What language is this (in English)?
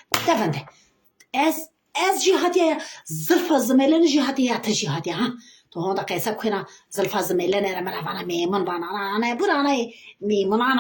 Zaza